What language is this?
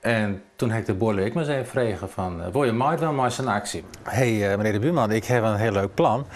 Western Frisian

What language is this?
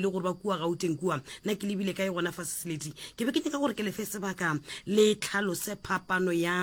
Northern Sotho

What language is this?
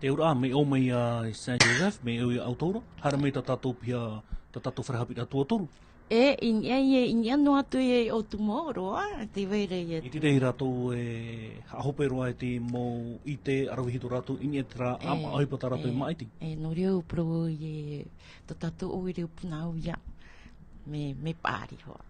Tahitian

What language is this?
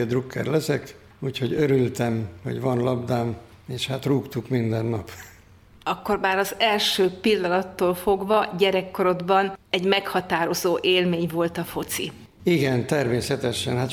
Hungarian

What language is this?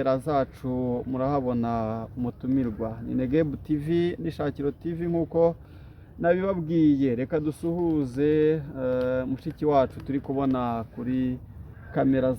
Kinyarwanda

